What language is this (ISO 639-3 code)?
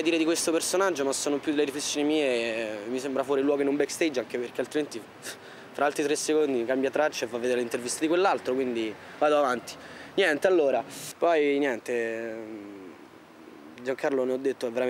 ita